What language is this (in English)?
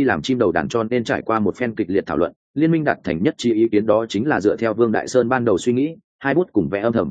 Vietnamese